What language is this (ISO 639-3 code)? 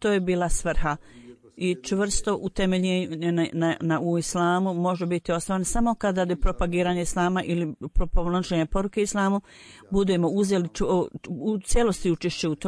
bos